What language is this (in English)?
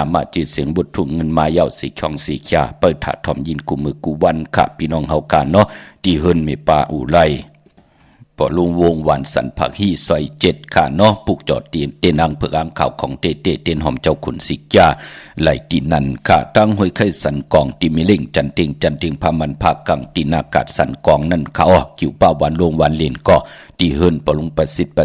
Shan